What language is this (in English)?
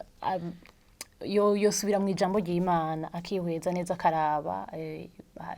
Rundi